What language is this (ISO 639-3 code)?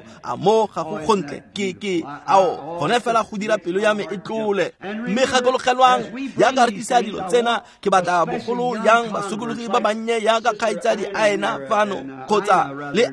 tsn